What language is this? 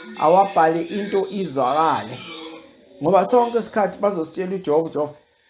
Zulu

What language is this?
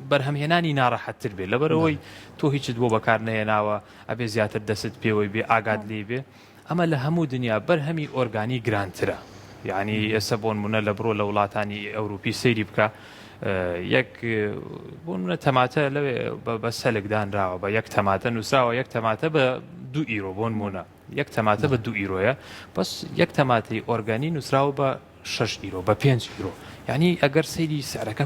Central Kurdish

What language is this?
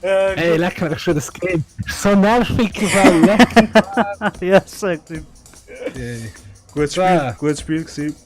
Swiss German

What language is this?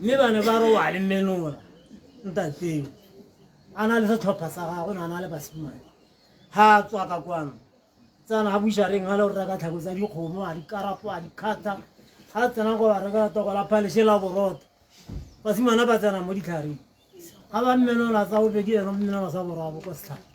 Tswana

